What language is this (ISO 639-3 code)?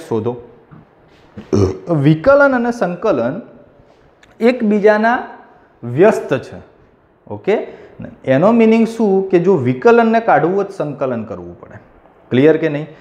guj